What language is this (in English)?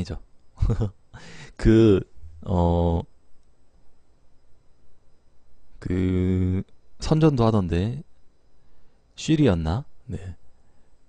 Korean